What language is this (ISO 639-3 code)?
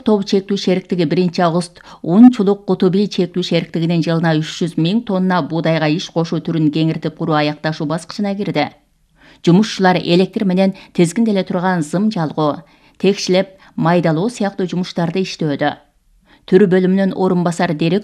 kir